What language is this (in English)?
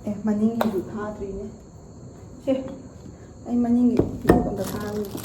Manipuri